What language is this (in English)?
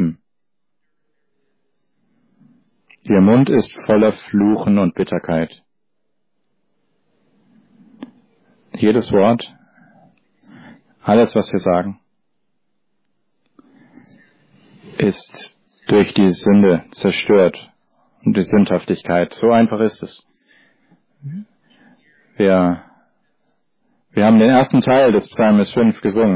German